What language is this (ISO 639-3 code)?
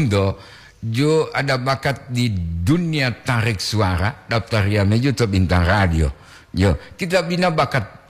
gor